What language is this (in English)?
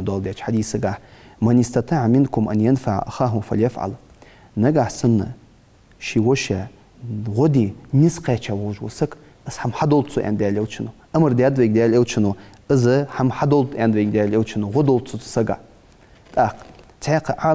Ingush